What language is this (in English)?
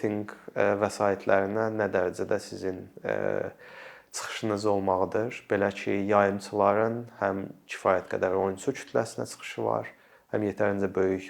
Azerbaijani